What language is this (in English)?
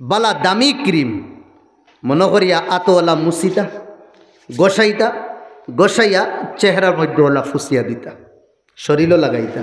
Sylheti